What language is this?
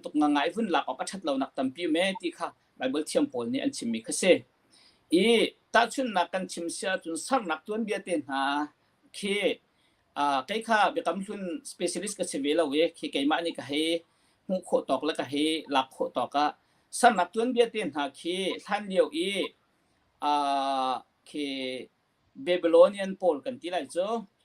Hakha Chin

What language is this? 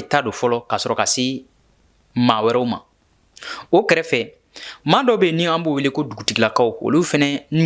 Bambara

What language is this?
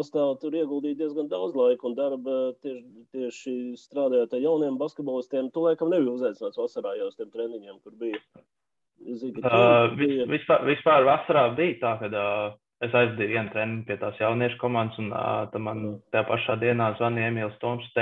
Latvian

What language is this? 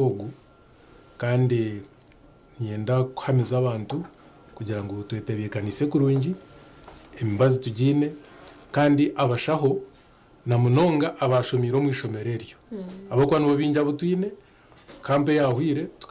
Nyankole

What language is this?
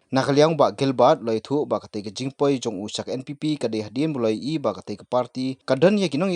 Khasi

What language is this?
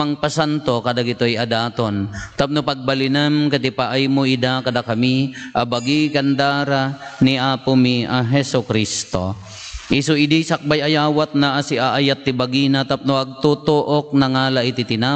Iloko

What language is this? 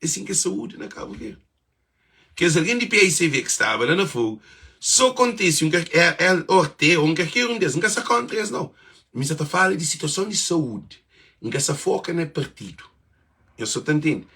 Kabuverdianu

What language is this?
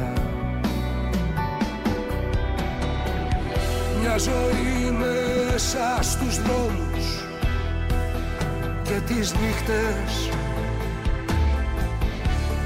Greek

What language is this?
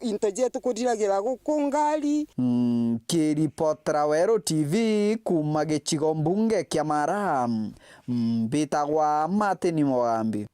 Meru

